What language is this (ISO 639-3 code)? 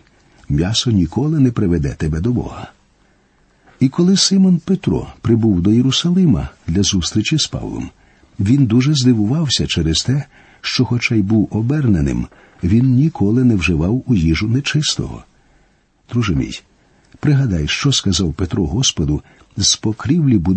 ukr